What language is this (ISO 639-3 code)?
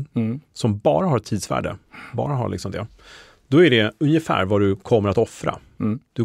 swe